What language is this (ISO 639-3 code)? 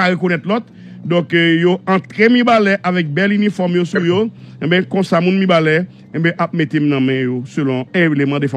hat